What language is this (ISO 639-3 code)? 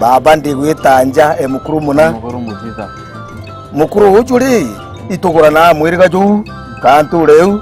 mer